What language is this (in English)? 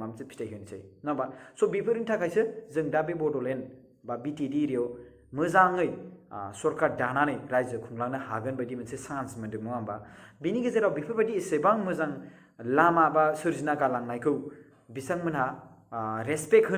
Bodo